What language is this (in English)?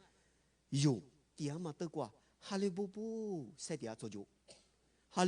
Lisu